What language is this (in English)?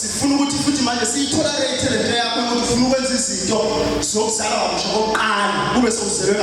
Zulu